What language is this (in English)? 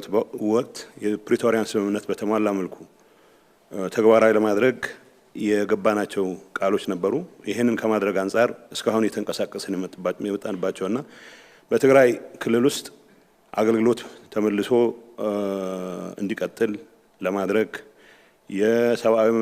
Amharic